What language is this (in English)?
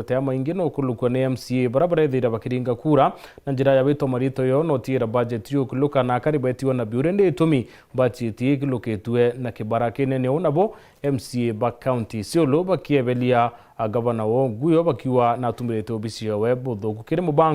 Meru